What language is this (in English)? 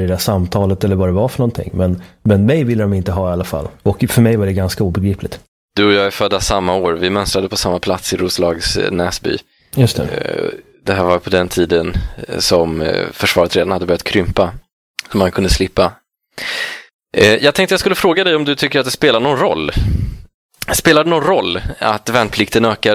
Swedish